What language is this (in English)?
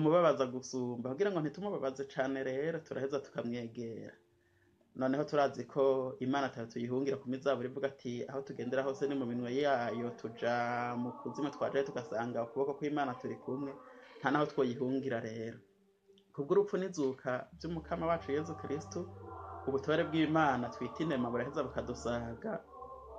Rundi